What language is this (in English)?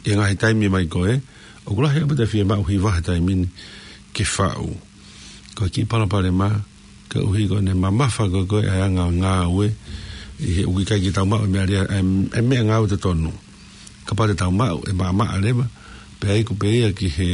Tongan